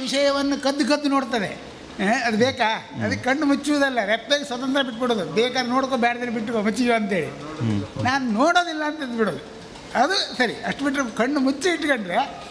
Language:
Kannada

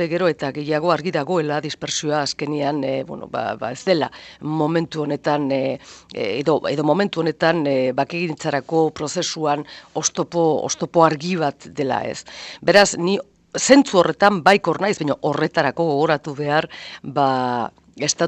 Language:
Basque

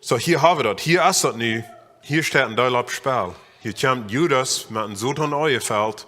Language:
Plautdietsch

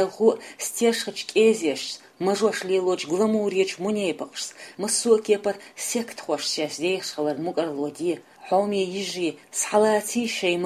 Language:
Chechen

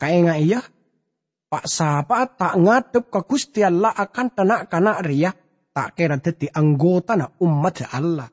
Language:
Madurese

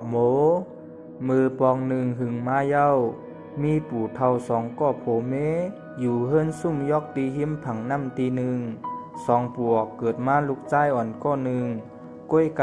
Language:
Shan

